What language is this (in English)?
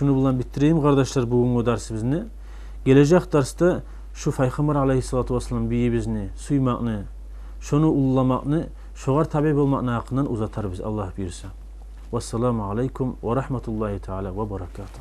Kumyk